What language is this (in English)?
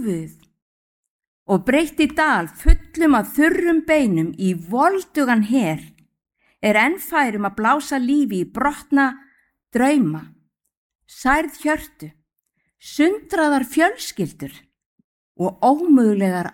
Icelandic